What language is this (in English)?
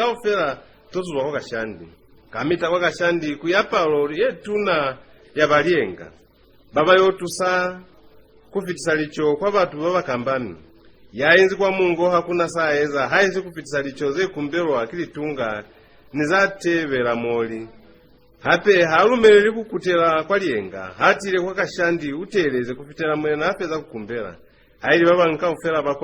Lozi